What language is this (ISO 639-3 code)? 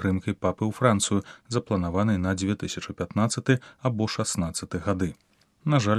bel